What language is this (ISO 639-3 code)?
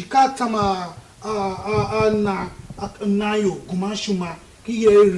tiv